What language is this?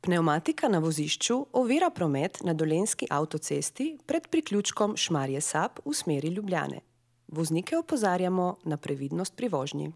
Slovenian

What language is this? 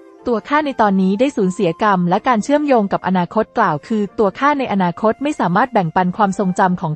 Thai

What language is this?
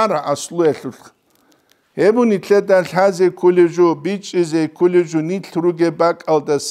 Avaric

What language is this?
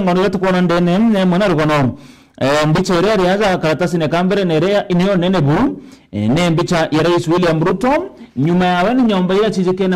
Meru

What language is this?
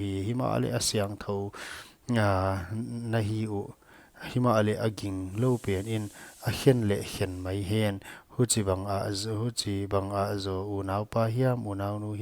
Paite Chin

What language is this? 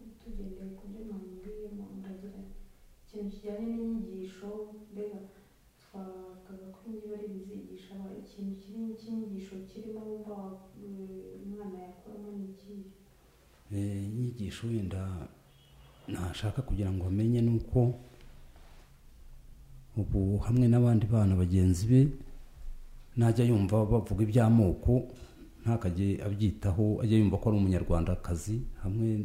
Kinyarwanda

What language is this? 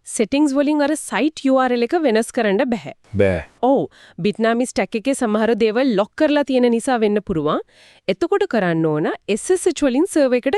Sinhala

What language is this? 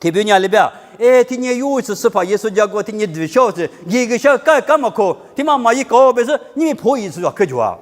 Lisu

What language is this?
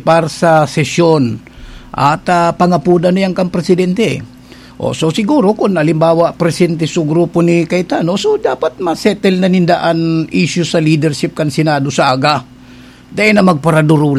Bikol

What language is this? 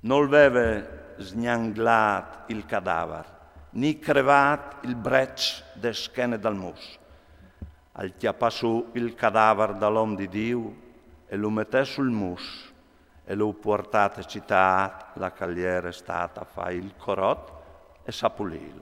Friulian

